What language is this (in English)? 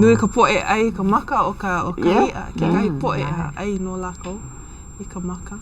Hawaiian